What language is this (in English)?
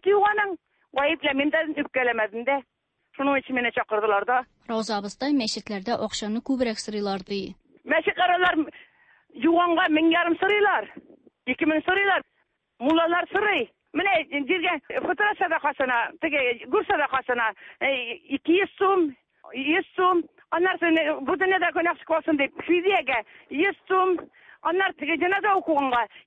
Tatar